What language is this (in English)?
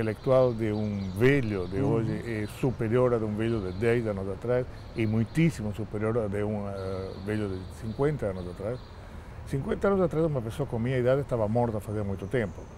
Portuguese